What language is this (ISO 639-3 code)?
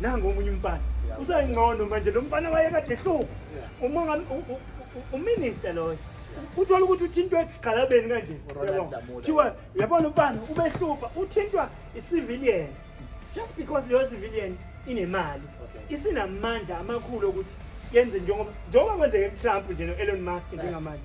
zul